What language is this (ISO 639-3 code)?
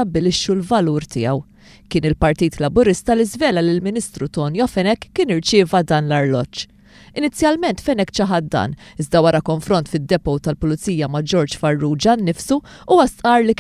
mlt